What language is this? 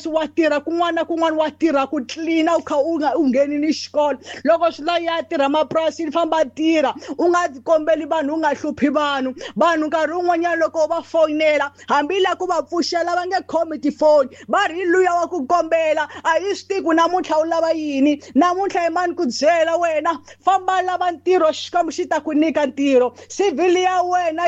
Tsonga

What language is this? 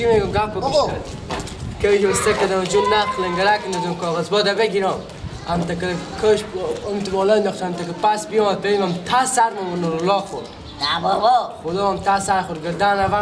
Persian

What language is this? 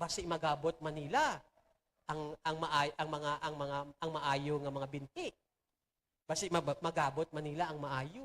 Hiligaynon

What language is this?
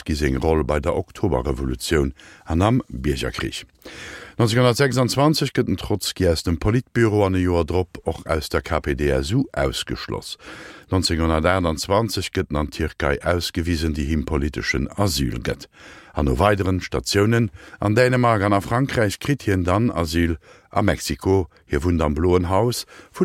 Luxembourgish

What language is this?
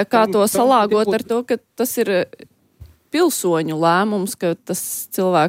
Latvian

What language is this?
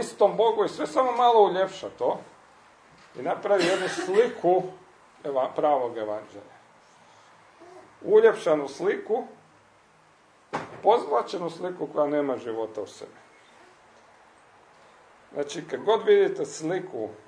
Croatian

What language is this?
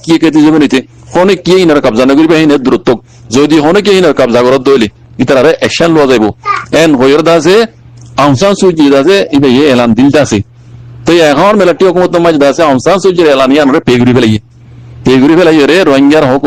Rohingya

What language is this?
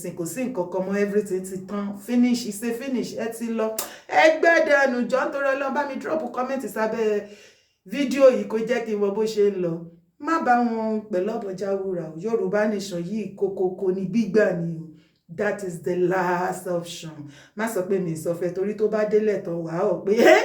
Yoruba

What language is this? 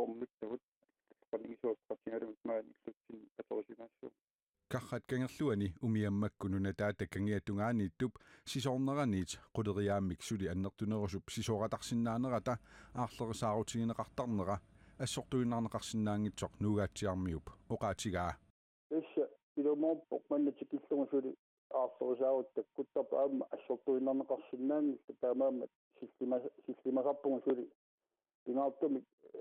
Kalaallisut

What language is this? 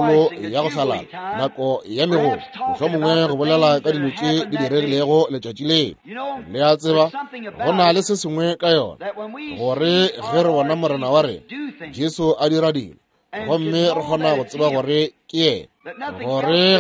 Northern Sotho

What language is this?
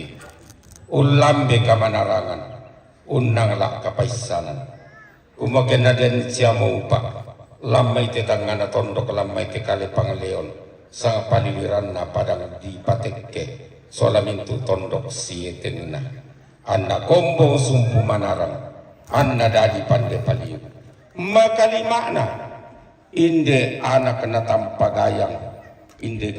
Toraja-Sa'dan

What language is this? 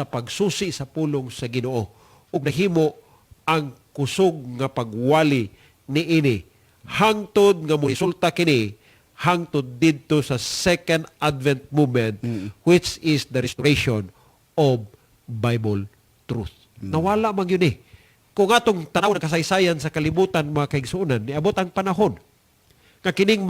Cebuano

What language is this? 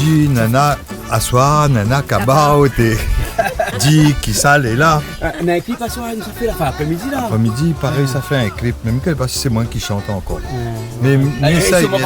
Réunion Creole French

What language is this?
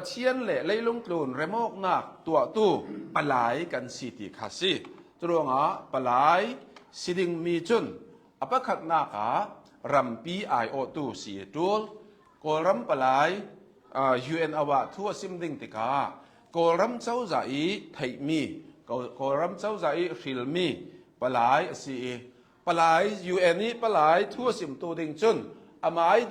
Hakha Chin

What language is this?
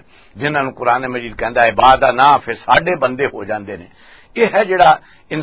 Western Panjabi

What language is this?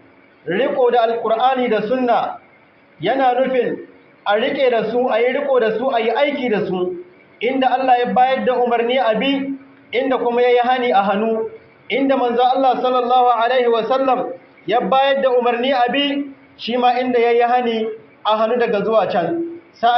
Hausa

